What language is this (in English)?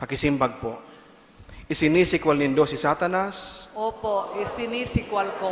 Bikol